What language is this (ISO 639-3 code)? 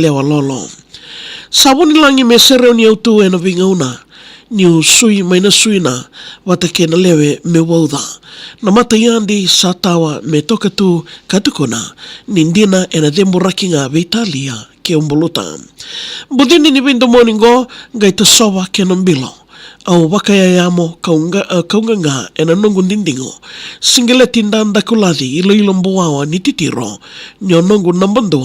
fij